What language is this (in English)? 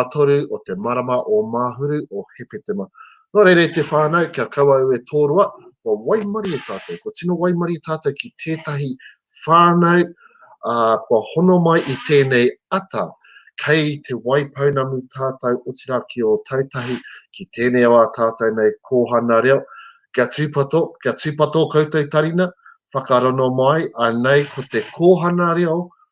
Māori